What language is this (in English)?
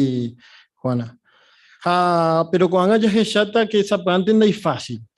Guarani